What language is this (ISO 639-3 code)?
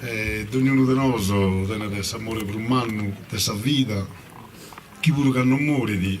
srd